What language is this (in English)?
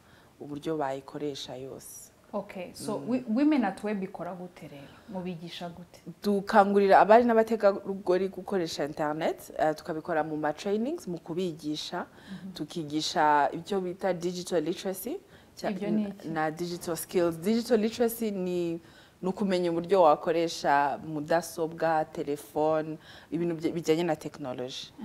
Kinyarwanda